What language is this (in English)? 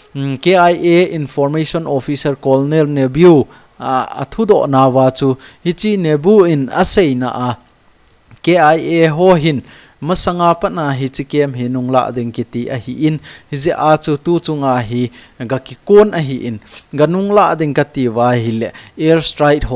Thado Chin